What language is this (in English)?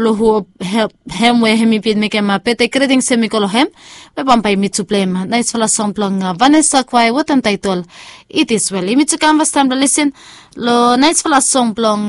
Bislama